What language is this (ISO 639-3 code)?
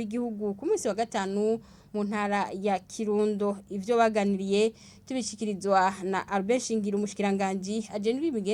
run